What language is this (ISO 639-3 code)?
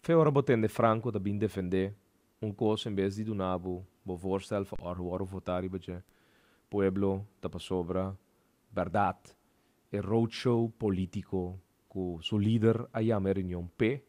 pap